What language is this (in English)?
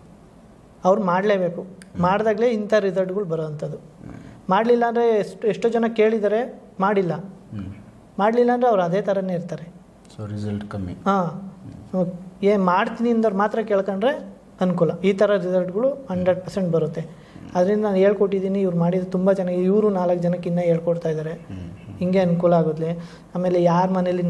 Kannada